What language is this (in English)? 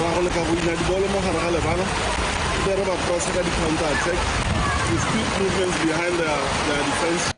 Tswana